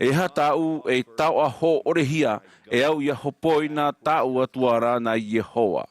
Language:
Tahitian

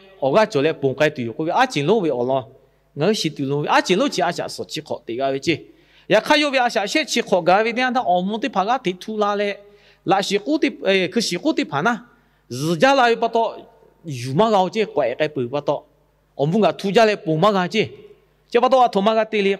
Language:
Lahu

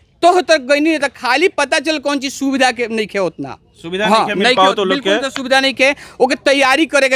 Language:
Bhojpuri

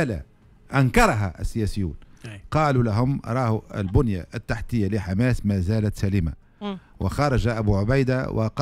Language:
Tunisian Arabic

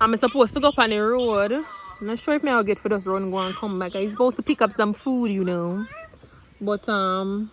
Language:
Jamaican Creole English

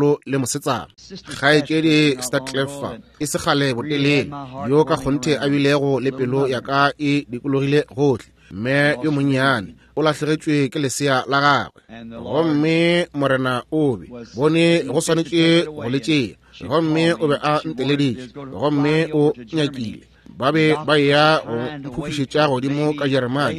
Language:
Northern Sotho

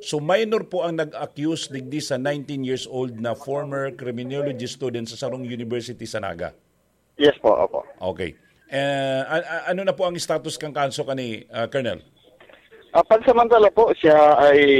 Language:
Bikol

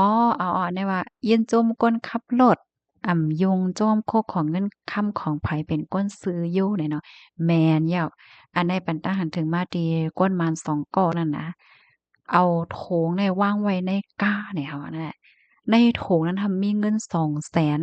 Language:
Shan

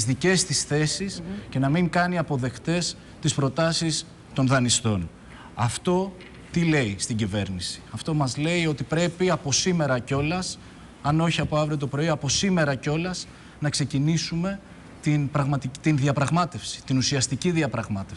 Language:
Greek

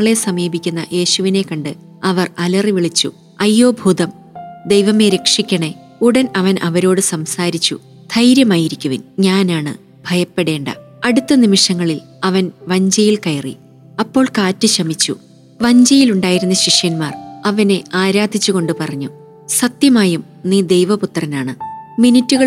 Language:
Malayalam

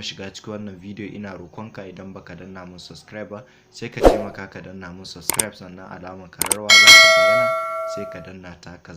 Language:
Hausa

